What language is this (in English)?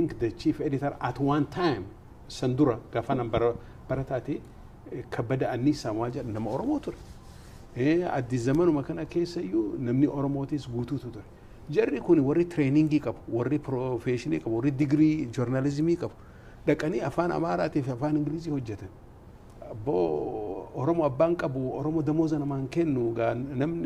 Oromo